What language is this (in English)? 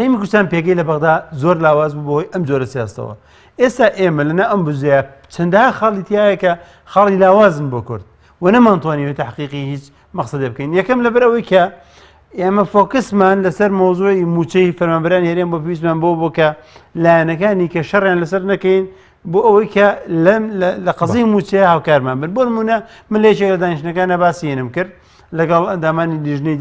Central Kurdish